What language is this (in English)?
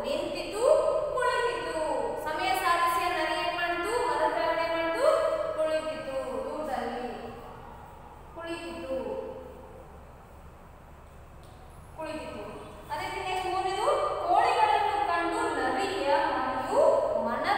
Kannada